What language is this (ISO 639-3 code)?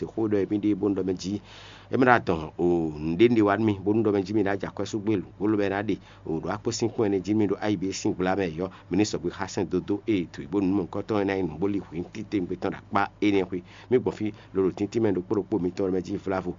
fon